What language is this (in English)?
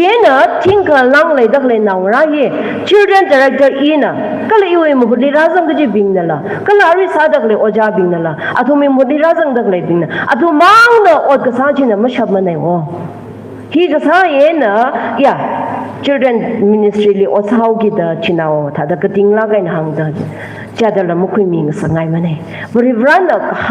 Tangkhul Naga (India)